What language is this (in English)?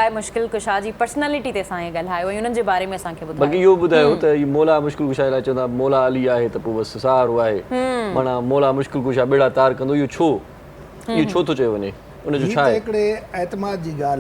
Sindhi